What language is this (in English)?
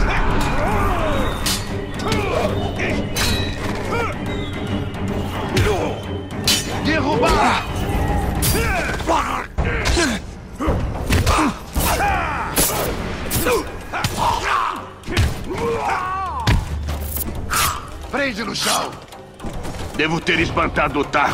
Portuguese